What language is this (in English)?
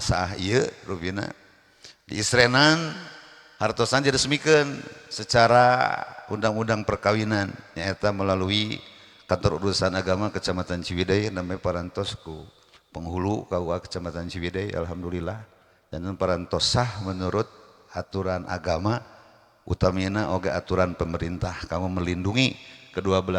Sundanese